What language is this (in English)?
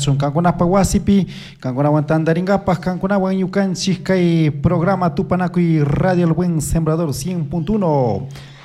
Chimborazo Highland Quichua